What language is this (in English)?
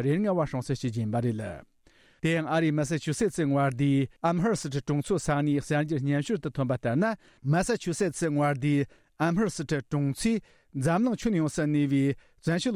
Tibetan